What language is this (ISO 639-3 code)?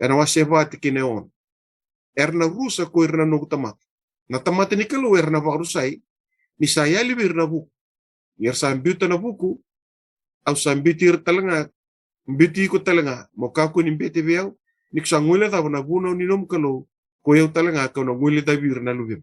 fij